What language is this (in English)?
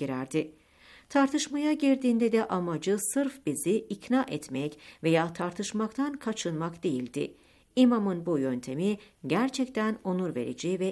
Turkish